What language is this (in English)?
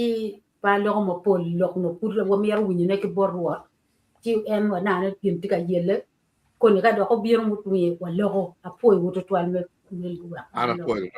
Acoli